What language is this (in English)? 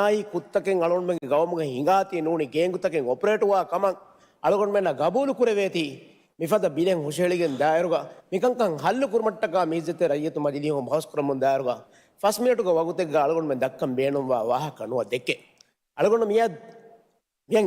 Divehi